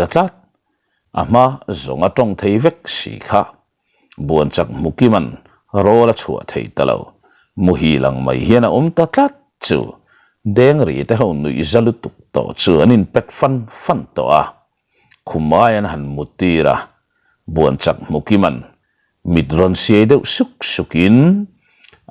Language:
Mizo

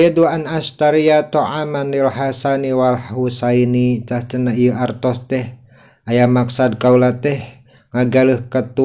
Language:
Sundanese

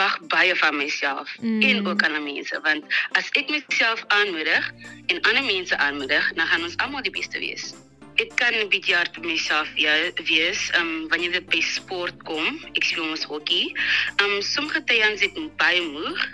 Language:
Afrikaans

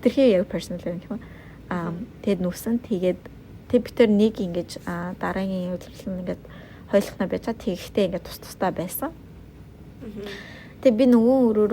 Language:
Mongolian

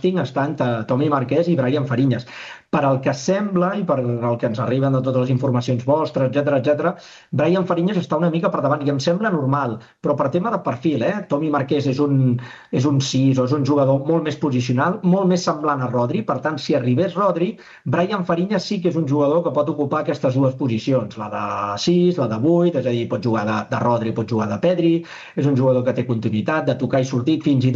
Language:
Catalan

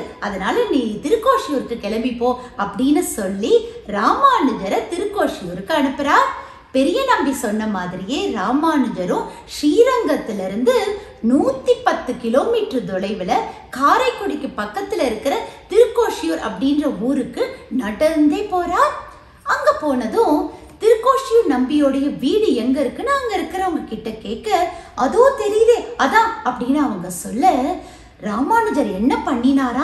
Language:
Tamil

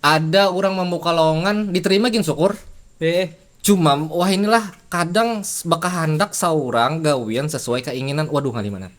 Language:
Banjar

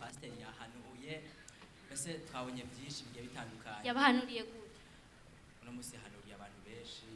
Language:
Rundi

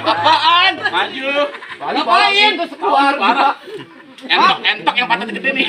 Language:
Betawi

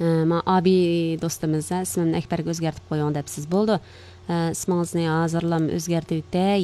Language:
Uyghur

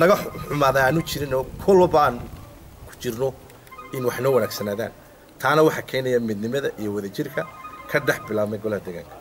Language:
Somali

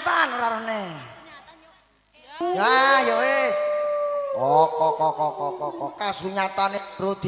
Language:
Javanese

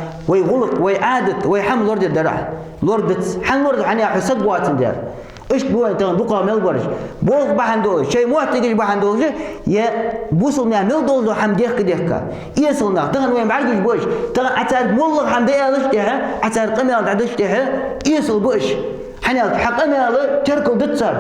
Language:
Ingush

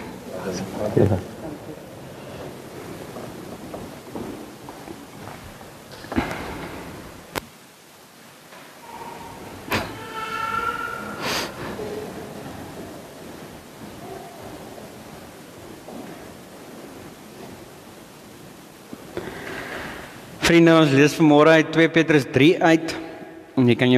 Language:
Afrikaans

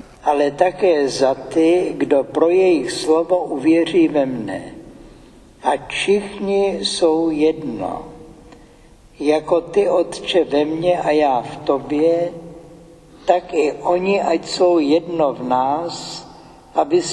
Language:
Czech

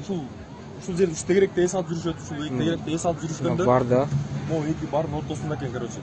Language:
Kyrgyz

